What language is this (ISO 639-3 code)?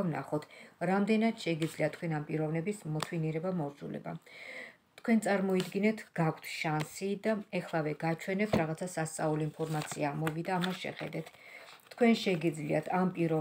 kat